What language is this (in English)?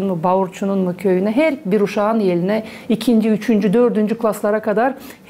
Gagauz